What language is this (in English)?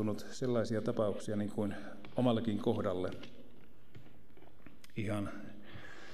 Finnish